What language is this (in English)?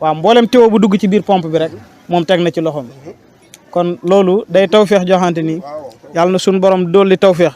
Wolof